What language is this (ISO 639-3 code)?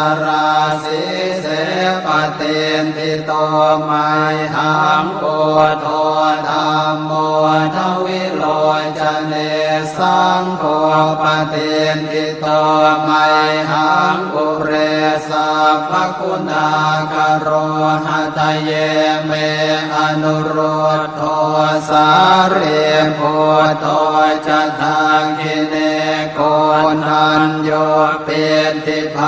pli